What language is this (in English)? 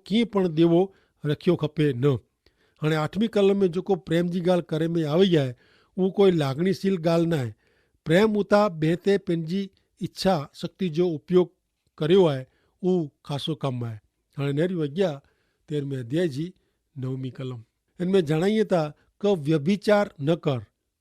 Kachhi